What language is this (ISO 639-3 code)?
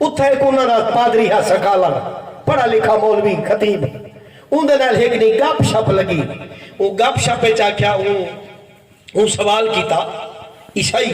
skr